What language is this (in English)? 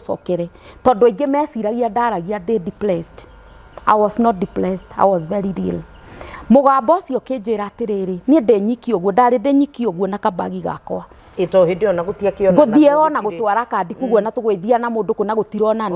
Kikuyu